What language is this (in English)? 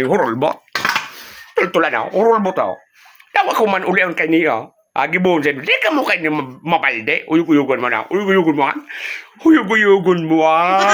Bikol